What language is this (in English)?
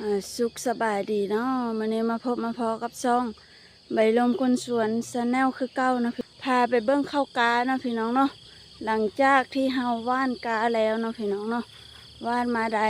Lao